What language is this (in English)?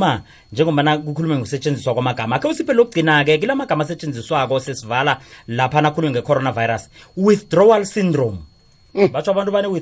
South Ndebele